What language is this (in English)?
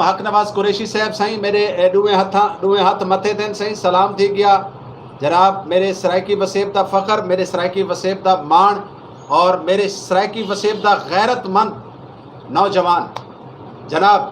Saraiki